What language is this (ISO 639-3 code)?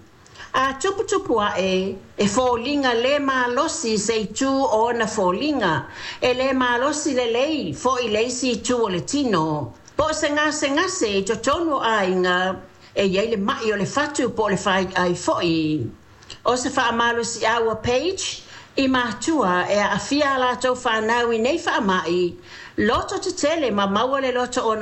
smo